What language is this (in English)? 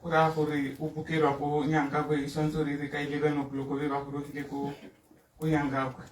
Tswana